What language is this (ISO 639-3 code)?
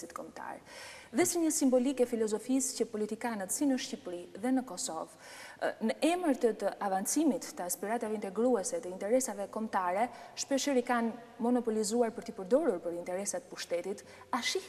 sqi